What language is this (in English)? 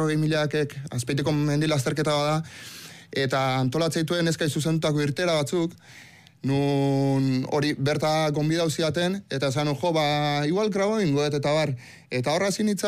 Basque